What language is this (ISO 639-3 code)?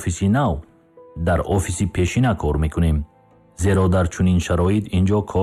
tgk